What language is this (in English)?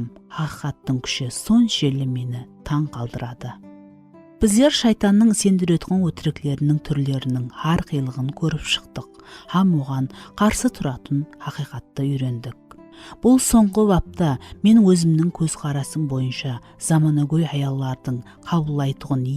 Kara-Kalpak